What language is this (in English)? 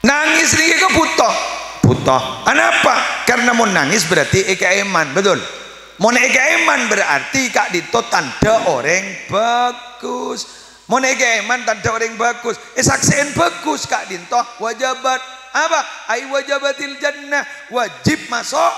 Madurese